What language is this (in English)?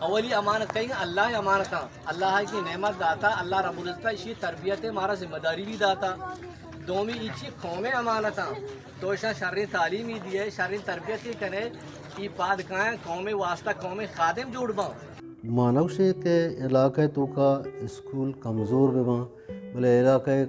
Eastern Balochi